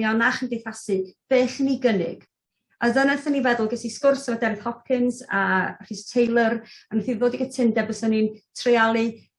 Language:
Welsh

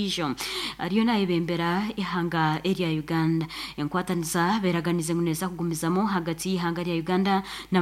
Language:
Nyankole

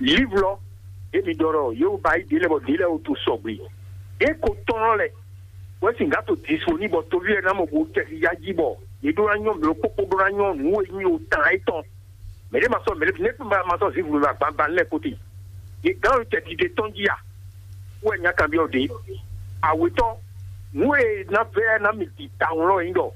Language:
Fon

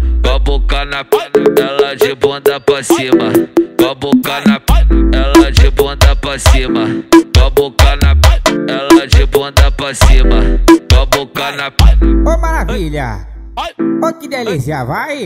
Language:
Portuguese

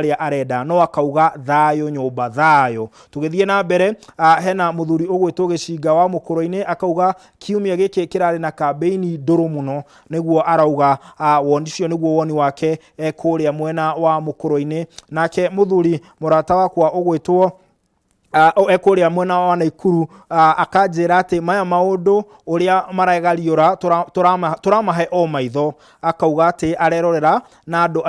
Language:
Kikuyu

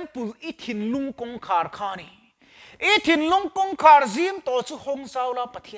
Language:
Mizo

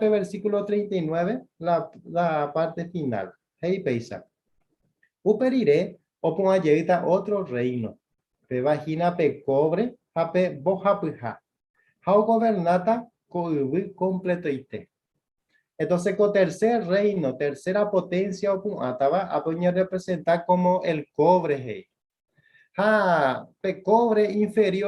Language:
Guarani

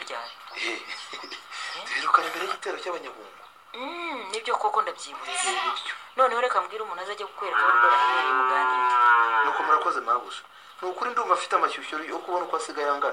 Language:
Kinyarwanda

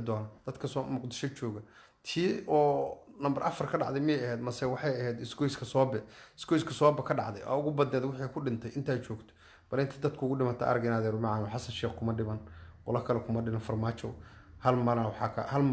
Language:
Somali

